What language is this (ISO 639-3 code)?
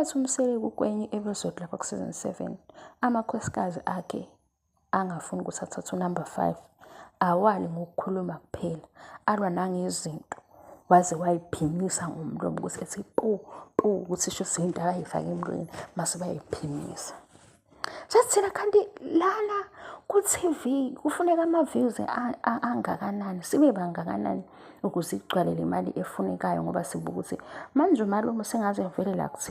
zul